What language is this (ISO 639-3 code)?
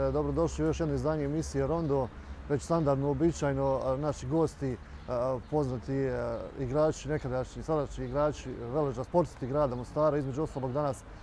bos